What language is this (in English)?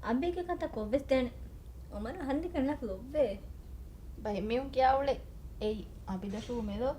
Divehi